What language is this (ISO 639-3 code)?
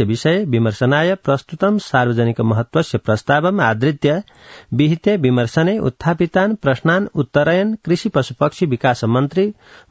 san